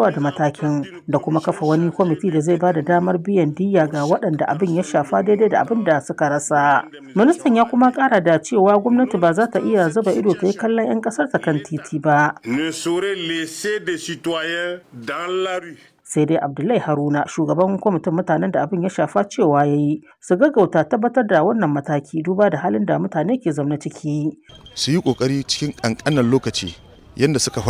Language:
Hausa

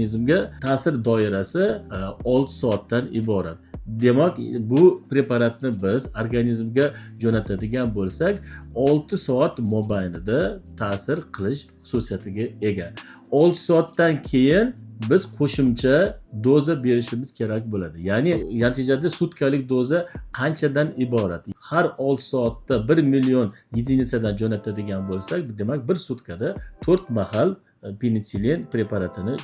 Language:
Uzbek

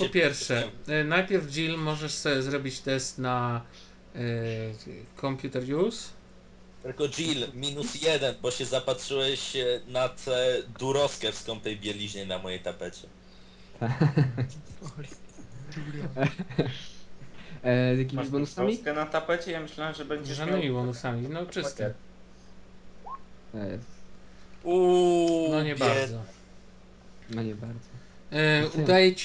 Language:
Polish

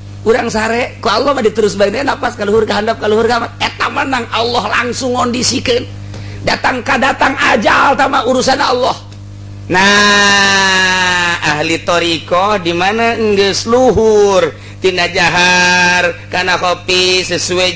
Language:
Sundanese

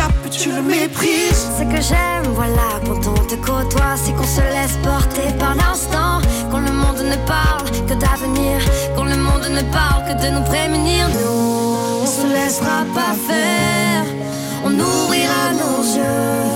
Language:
French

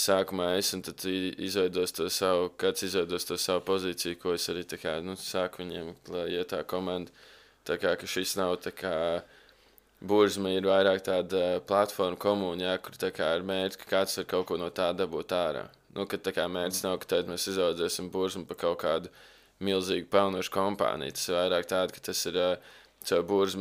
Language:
Latvian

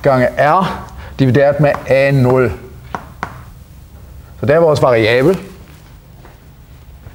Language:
Danish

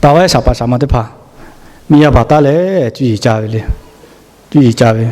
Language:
Lahu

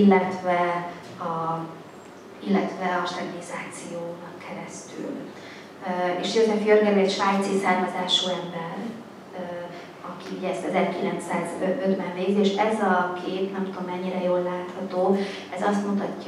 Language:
Hungarian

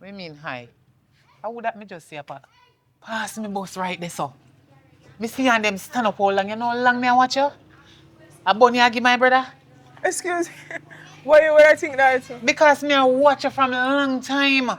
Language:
Jamaican Creole English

